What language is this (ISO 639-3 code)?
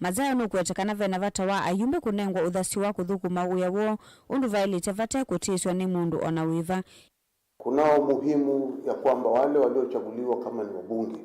kam